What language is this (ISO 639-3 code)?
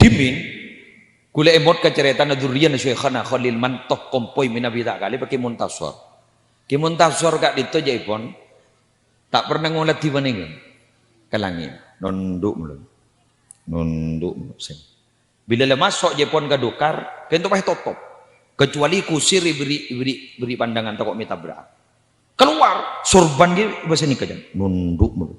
mad